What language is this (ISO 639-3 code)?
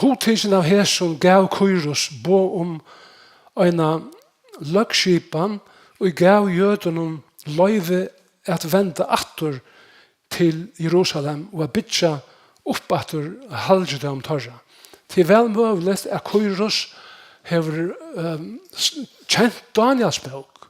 fao